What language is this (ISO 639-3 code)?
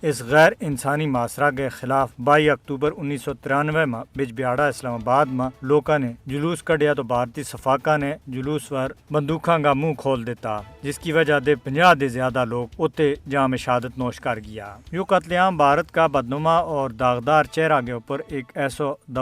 gju